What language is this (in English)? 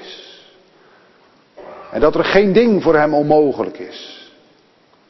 Dutch